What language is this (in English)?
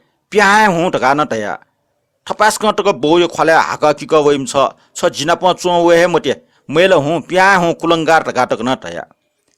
Newari